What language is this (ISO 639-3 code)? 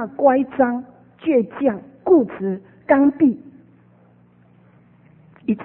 zho